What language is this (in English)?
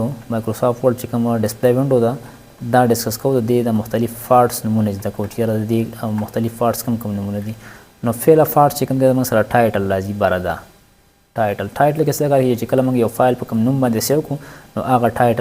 Pashto